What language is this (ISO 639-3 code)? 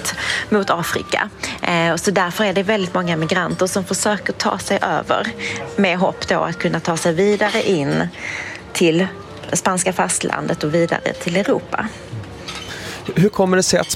swe